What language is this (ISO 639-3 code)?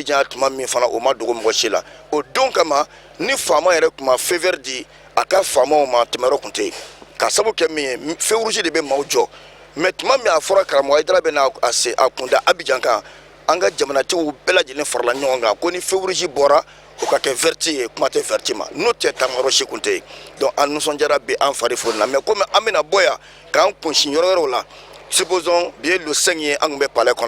bam